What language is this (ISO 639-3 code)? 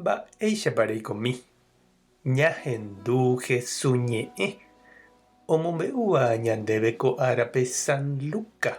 grn